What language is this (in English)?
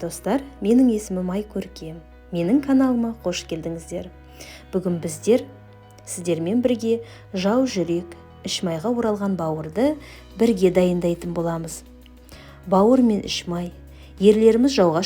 Kazakh